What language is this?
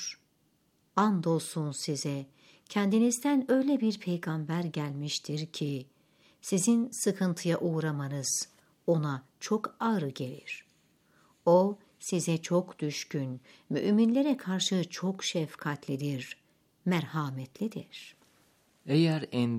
Turkish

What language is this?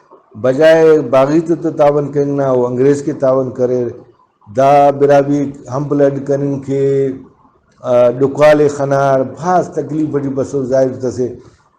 Brahui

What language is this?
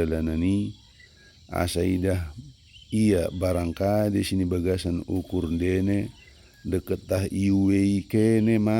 Batak Dairi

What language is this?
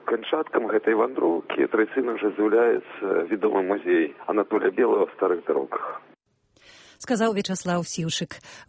Belarusian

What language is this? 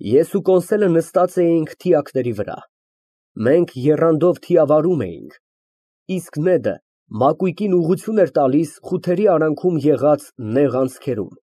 Armenian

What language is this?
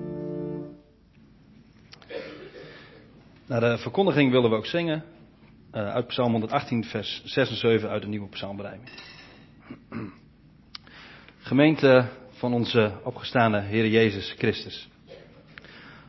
Dutch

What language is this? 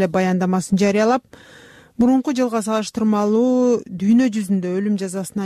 Kyrgyz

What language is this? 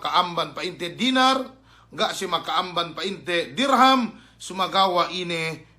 Yakan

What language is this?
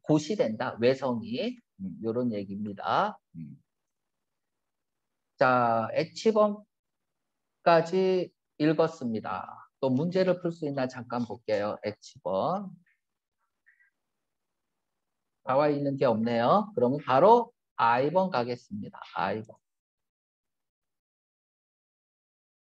Korean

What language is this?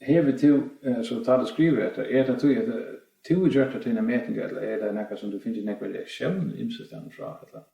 Faroese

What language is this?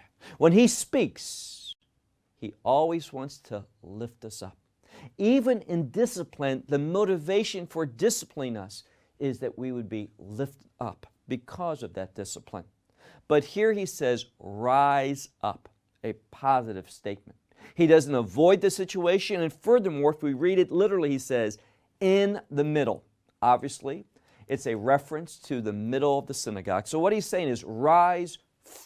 English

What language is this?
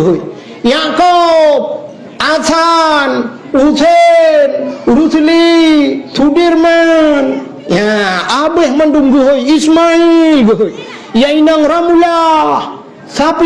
Achinese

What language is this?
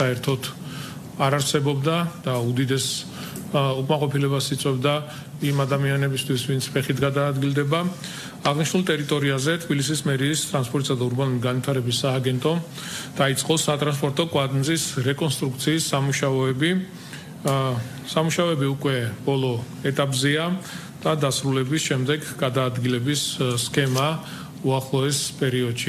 Georgian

